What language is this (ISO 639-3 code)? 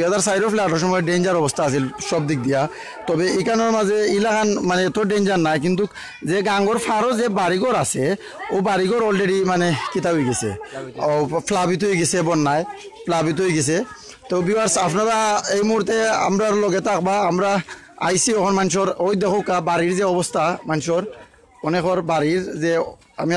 syl